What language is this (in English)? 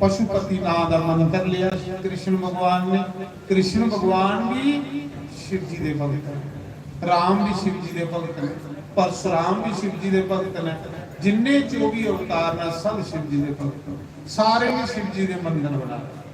Dogri